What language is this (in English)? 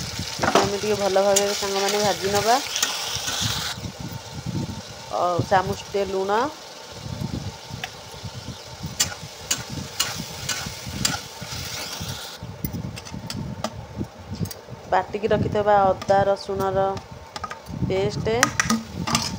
Odia